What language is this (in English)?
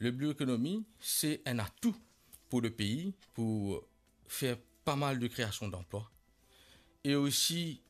Morisyen